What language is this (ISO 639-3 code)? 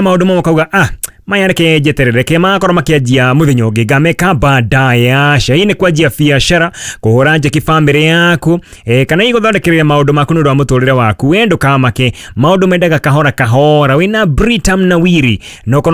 kik